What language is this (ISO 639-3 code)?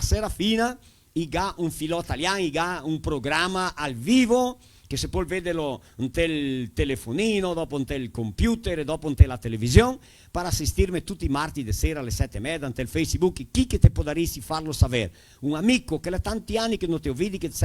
vec